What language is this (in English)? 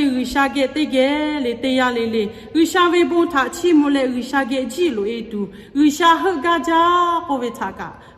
Lahu